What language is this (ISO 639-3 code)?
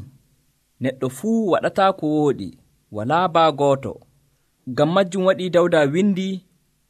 fuv